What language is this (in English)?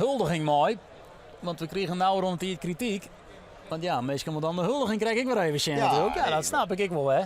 Western Frisian